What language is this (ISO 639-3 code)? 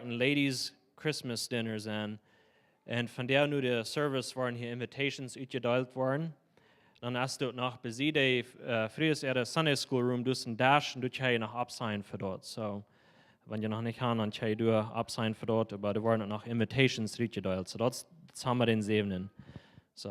pdt